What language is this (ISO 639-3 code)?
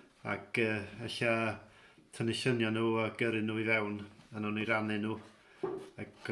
cym